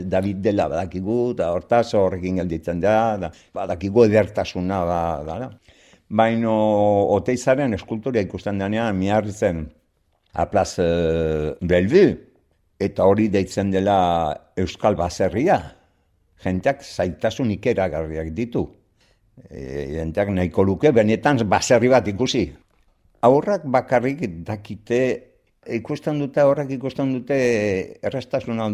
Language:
Basque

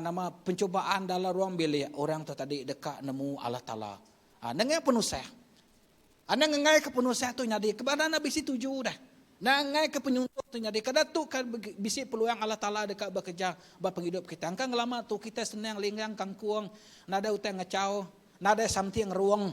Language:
Iban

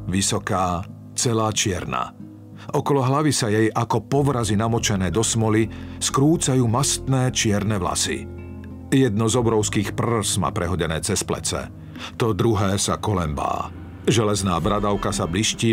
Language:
Slovak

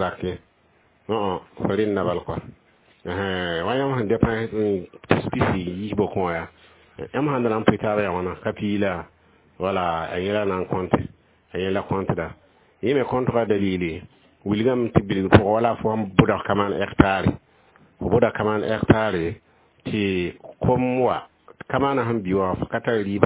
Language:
Mossi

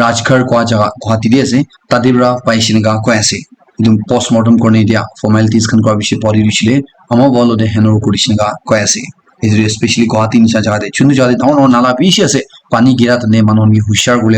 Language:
Naga Pidgin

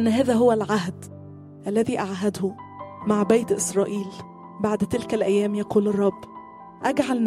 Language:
Egyptian Arabic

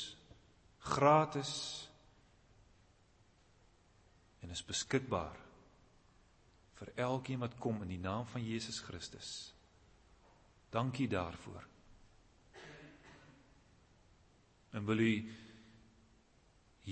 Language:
Afrikaans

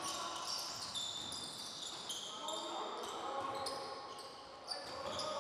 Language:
Serbian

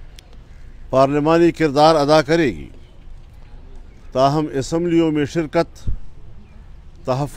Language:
Urdu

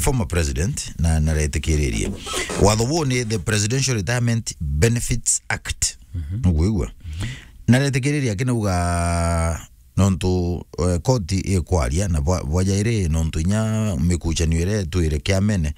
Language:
Meru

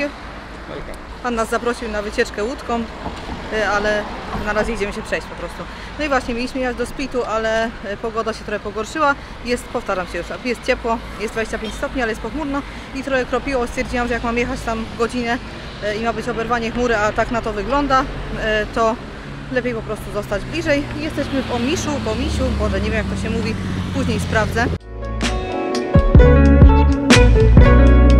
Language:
Polish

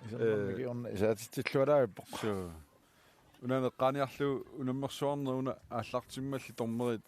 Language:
Kalaallisut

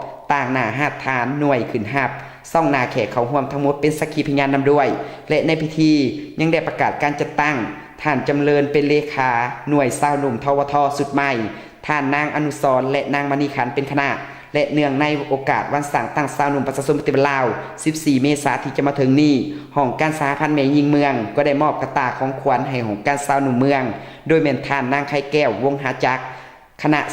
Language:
Lao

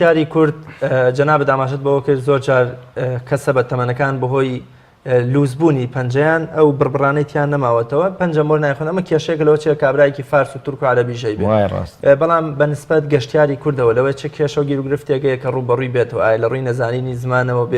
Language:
Central Kurdish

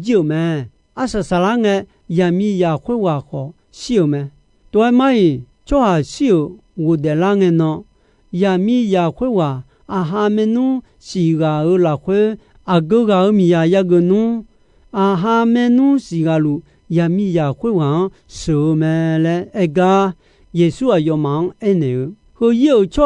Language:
Akha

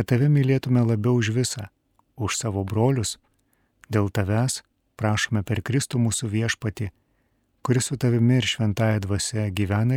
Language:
Lithuanian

